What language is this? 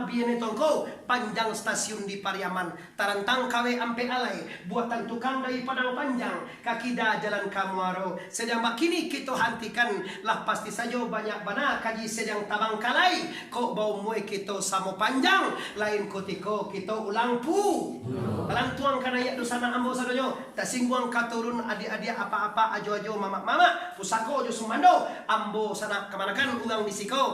Minangkabau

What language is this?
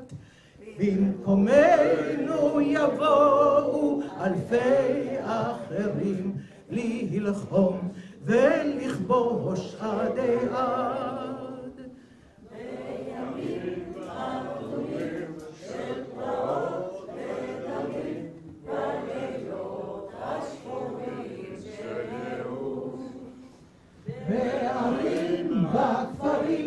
Hebrew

